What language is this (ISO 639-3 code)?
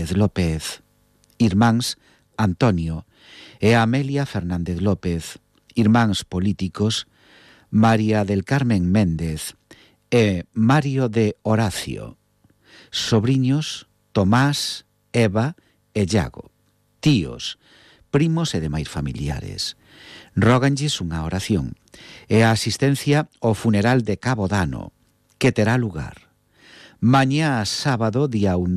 glg